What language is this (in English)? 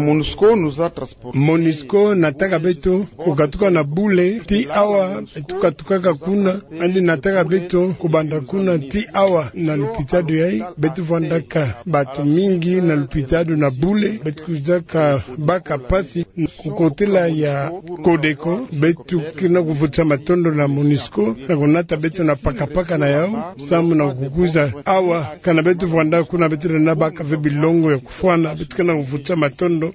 Kituba (Democratic Republic of Congo)